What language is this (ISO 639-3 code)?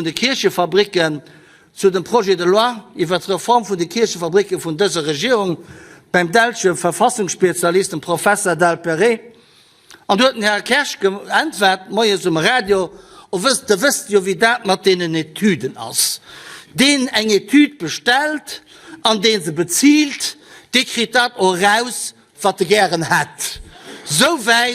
ltz